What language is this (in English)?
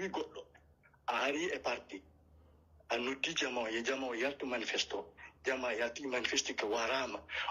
Pular